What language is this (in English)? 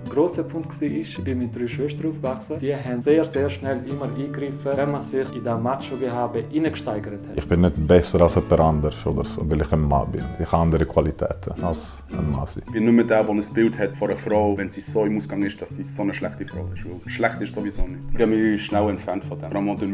Swiss German